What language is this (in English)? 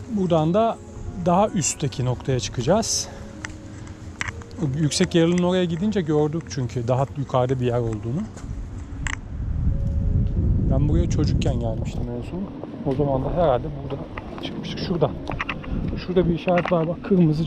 Turkish